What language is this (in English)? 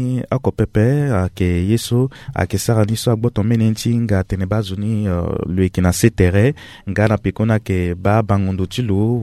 Sango